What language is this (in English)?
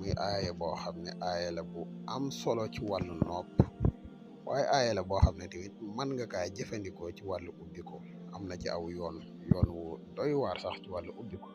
Wolof